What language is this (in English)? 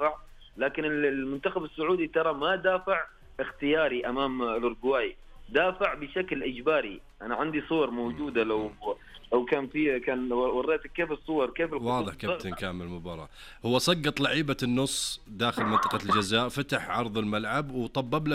Najdi Arabic